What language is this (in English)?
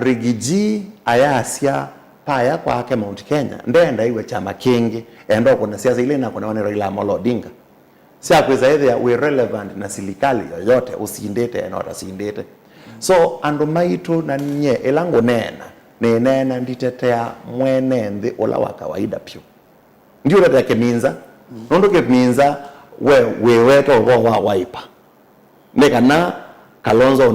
Kamba